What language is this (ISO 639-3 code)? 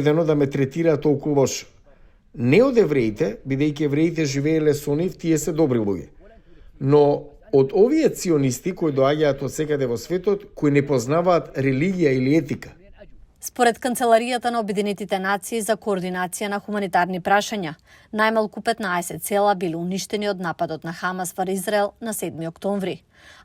mkd